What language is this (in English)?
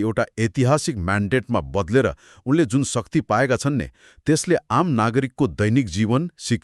Nepali